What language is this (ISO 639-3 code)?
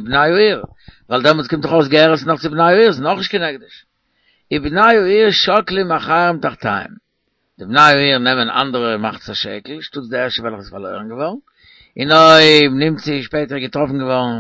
yid